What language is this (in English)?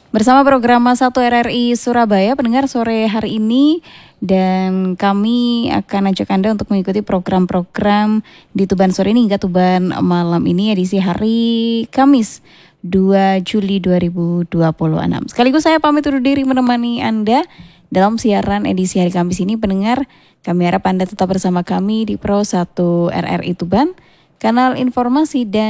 Indonesian